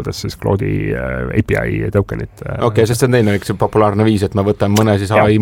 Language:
Estonian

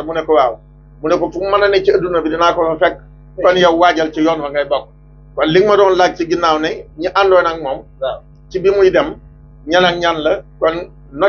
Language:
Wolof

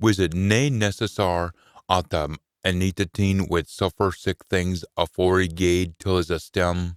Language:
Scots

